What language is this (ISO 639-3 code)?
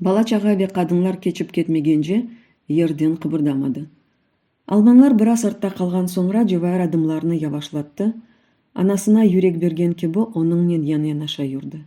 crh